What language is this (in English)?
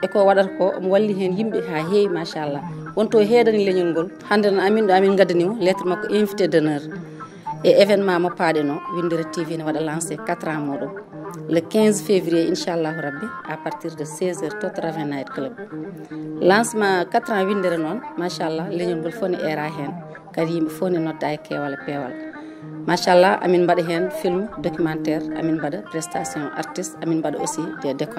Fula